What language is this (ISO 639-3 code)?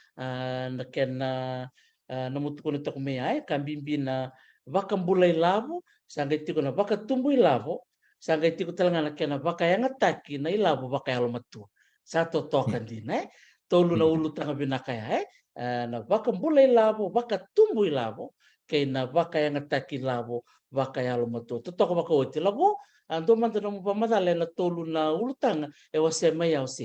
fij